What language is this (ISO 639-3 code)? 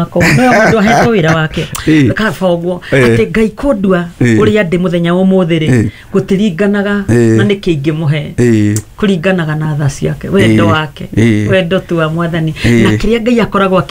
kik